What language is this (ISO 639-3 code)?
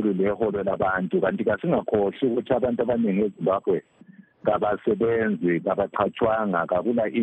nde